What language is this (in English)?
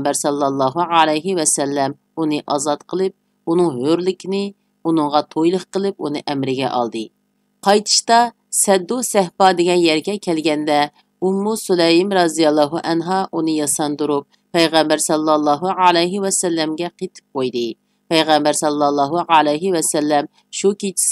Uyghur